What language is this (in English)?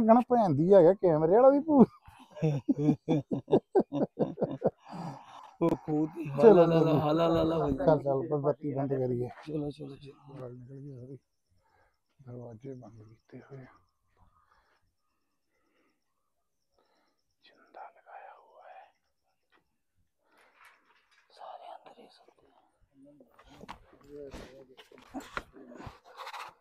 Punjabi